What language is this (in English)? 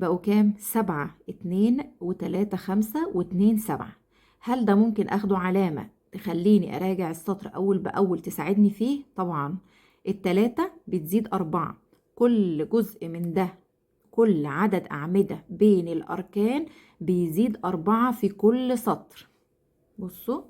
Egyptian Arabic